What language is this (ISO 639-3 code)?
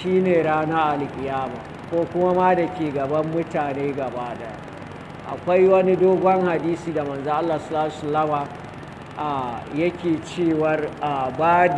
hau